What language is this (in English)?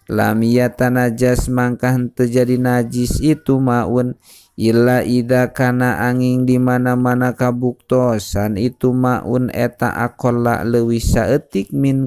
Sundanese